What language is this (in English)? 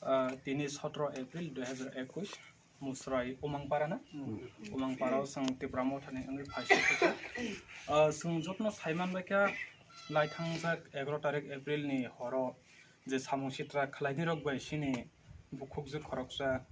Kok Borok